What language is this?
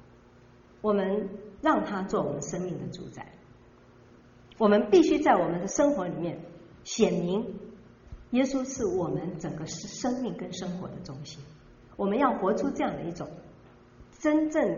Chinese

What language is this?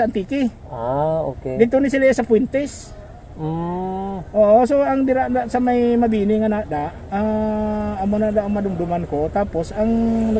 Hiligaynon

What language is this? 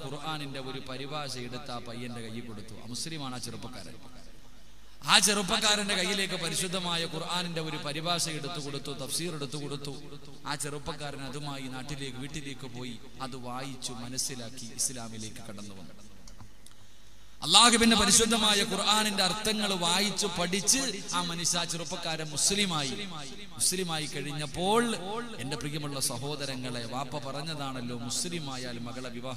Malayalam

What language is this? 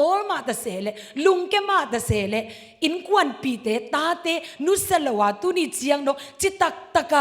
Tedim Chin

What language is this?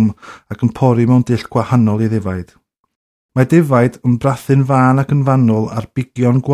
Welsh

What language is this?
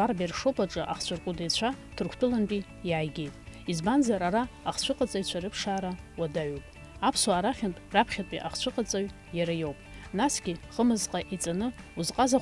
Abkhazian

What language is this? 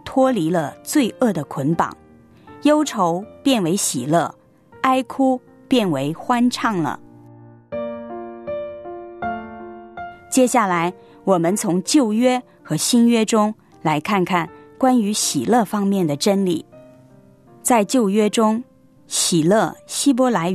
Chinese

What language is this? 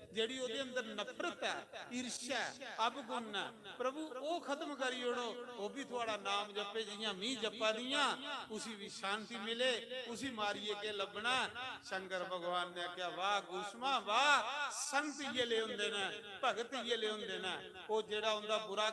Dogri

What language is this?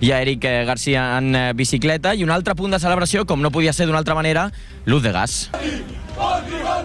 Catalan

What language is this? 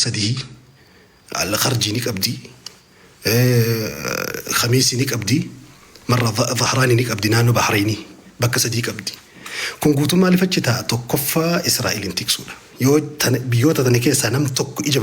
Oromo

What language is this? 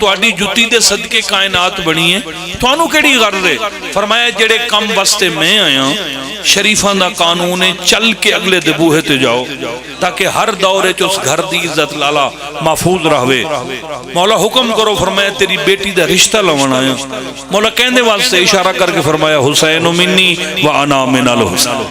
Pahari-Potwari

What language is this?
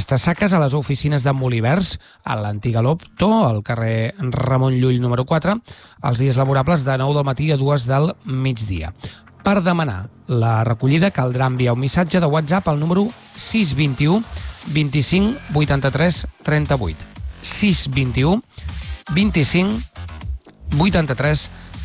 Catalan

